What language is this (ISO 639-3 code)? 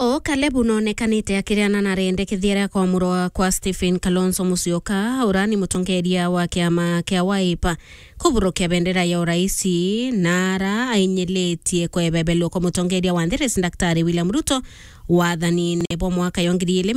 mer